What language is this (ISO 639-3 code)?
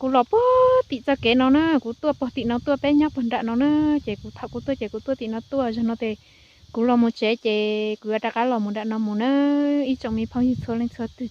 hmn